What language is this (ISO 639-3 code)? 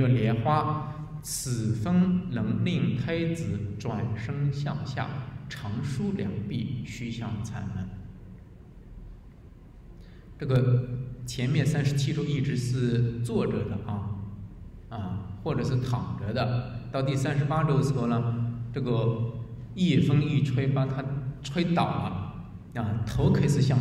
zho